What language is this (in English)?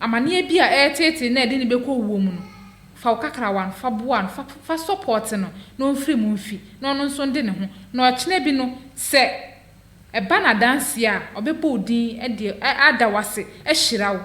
Akan